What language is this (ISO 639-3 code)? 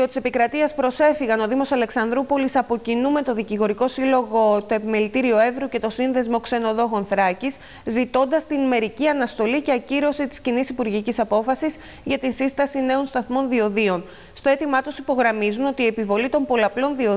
ell